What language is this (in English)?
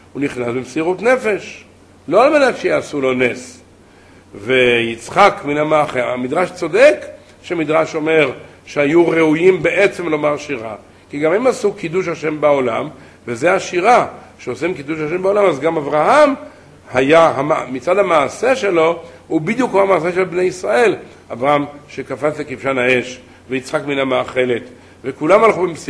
Hebrew